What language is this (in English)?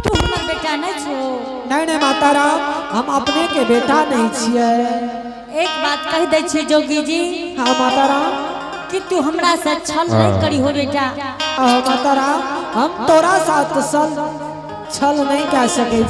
Angika